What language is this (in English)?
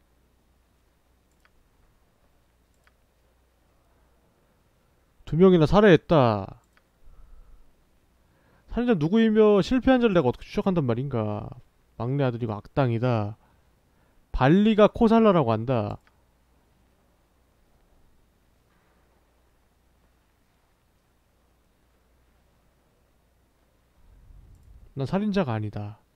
Korean